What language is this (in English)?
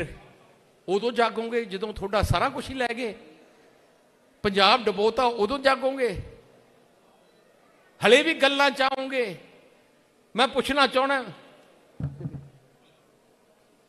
Punjabi